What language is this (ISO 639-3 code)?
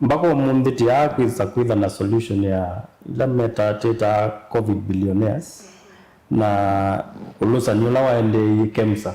kam